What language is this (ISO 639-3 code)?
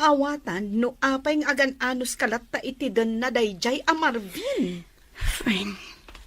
ilo